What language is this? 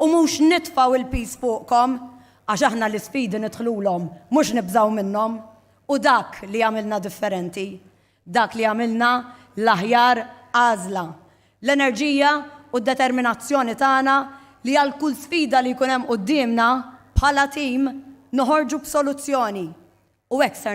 Maltese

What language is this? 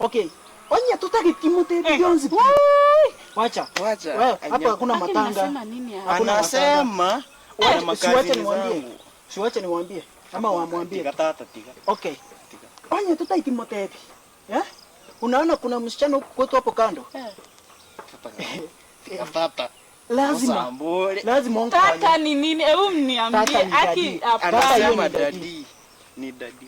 Gusii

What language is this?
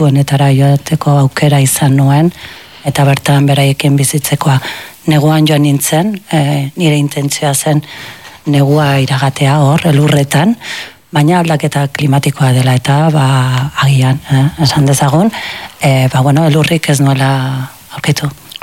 Basque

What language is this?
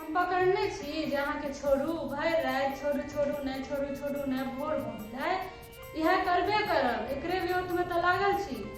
Maithili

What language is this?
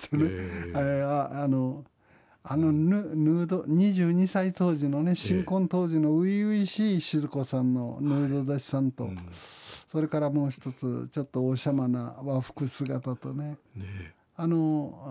Japanese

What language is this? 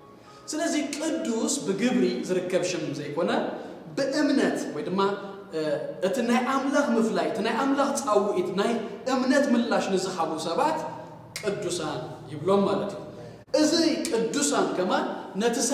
Tigrinya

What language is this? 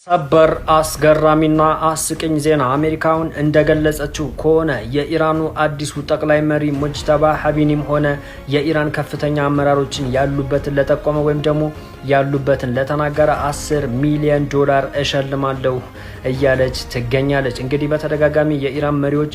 Amharic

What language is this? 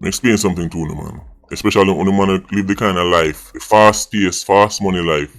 Jamaican Creole English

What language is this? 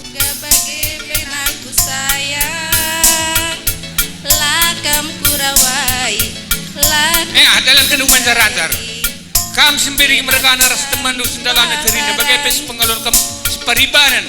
Batak Karo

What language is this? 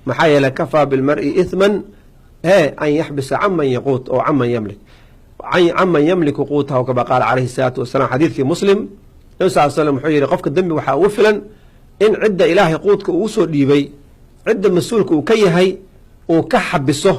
Somali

